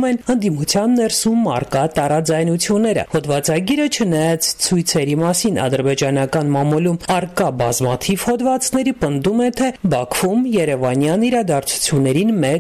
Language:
Armenian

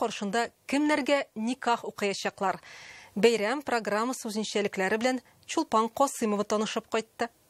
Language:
Tatar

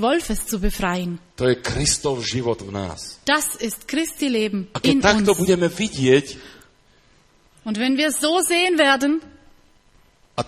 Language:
Slovak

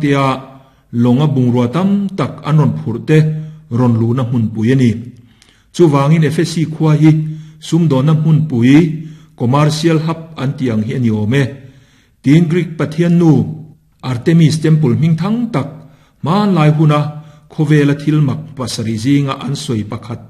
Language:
Mizo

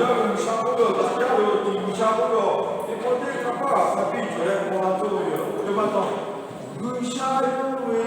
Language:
Lahu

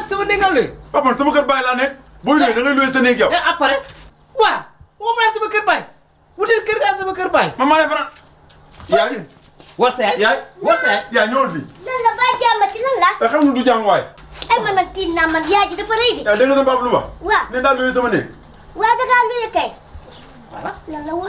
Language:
Wolof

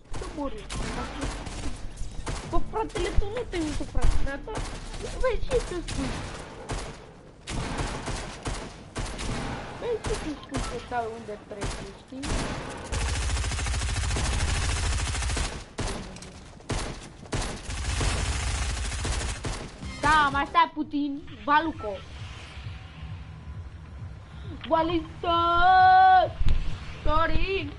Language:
Romanian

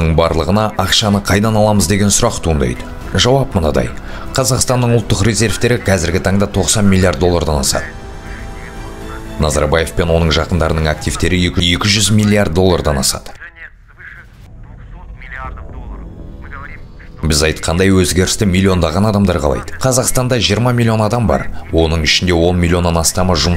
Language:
Kazakh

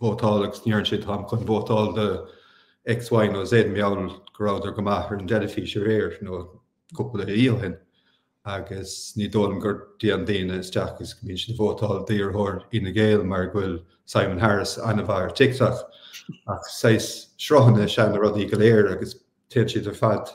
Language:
Irish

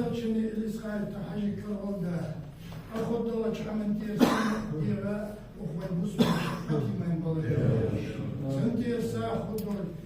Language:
Ingush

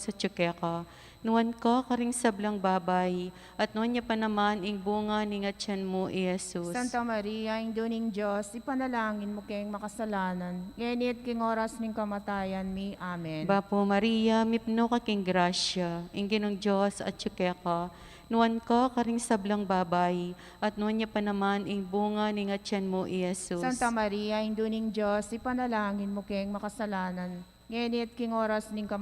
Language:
Pampanga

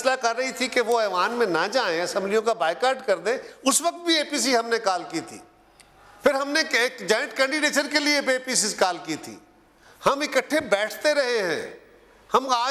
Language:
Urdu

